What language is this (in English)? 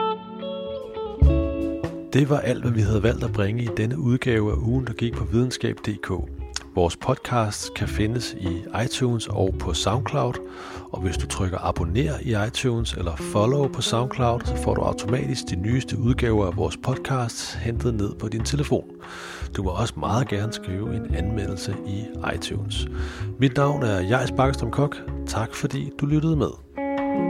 Danish